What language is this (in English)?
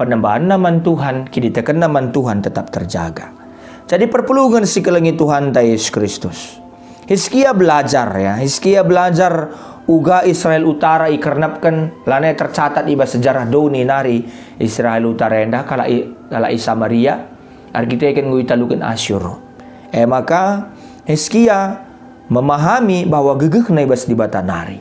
Batak Karo